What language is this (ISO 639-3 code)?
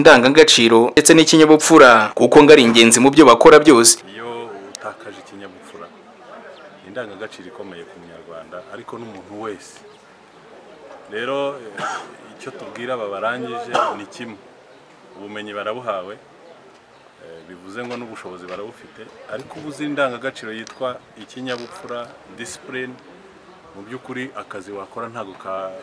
kin